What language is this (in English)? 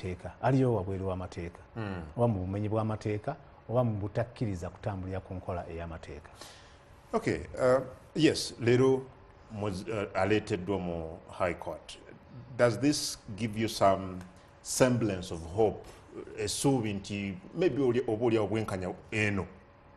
Ganda